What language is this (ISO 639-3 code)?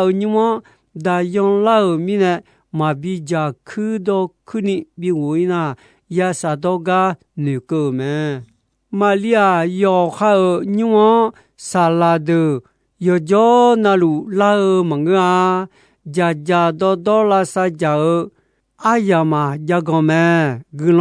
ahk